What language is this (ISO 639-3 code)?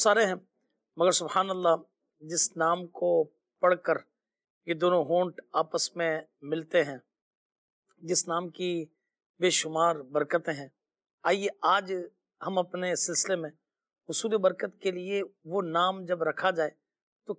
urd